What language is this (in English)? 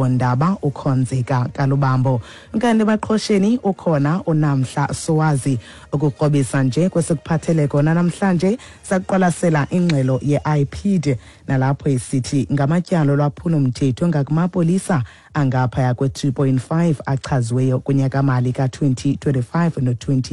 Xhosa